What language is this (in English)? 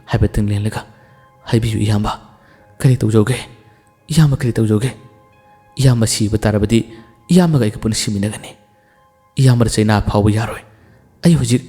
Manipuri